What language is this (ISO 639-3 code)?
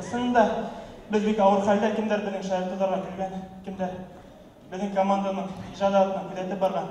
bak